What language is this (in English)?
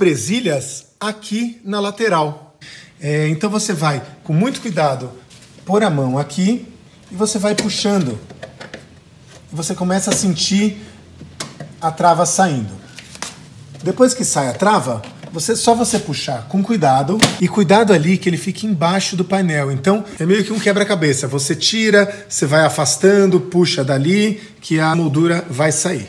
Portuguese